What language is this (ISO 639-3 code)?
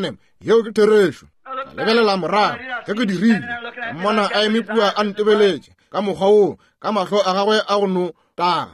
nso